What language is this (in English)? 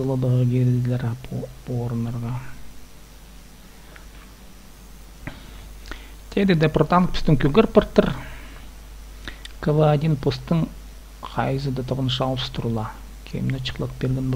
Kazakh